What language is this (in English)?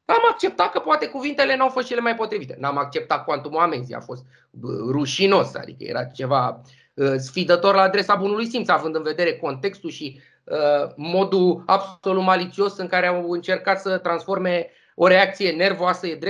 Romanian